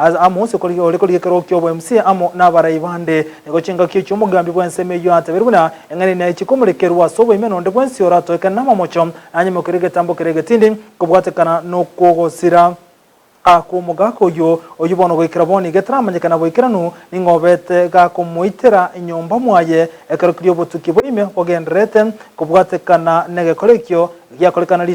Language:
Gusii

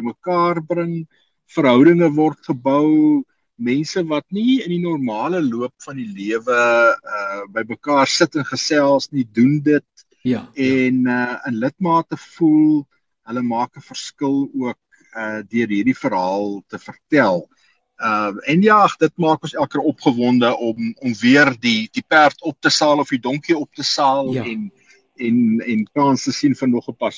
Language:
Afrikaans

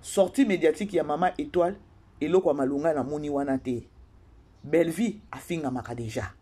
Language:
Lingala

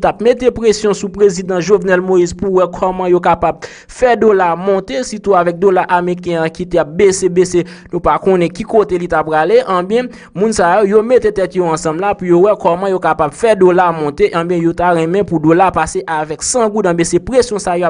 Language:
Haitian Creole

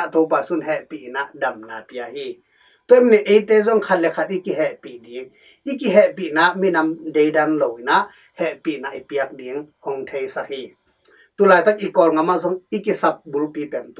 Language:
Tedim Chin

